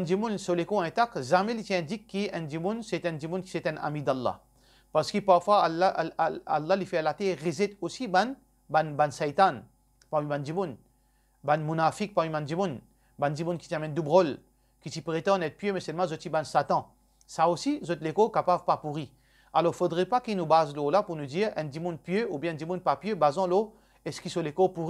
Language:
Morisyen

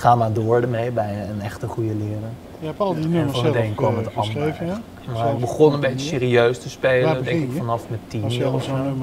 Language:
Dutch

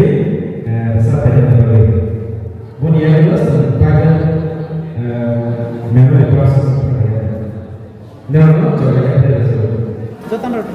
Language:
Kok Borok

